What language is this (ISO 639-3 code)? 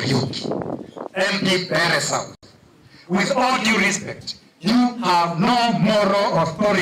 kam